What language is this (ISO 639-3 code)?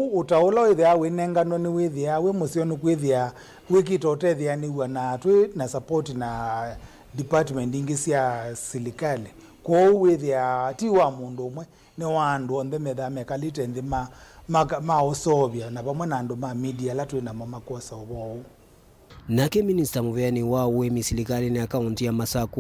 kam